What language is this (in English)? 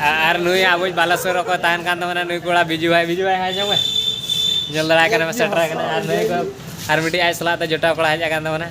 Santali